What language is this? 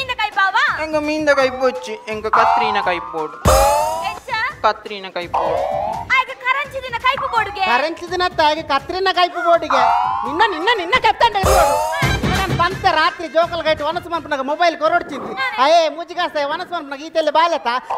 Tulu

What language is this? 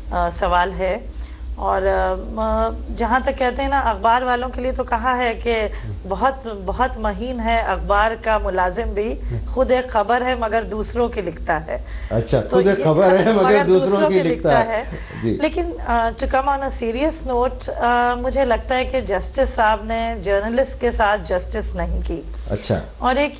Urdu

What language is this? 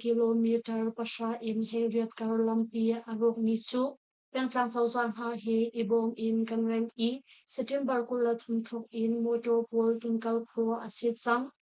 Hakha Chin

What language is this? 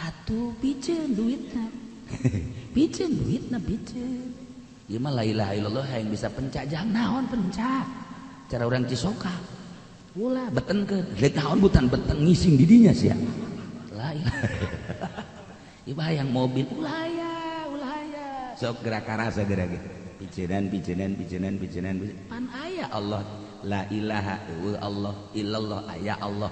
Sundanese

